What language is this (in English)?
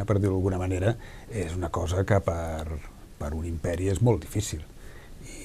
Catalan